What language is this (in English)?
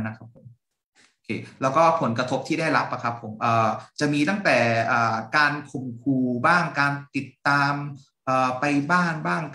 Thai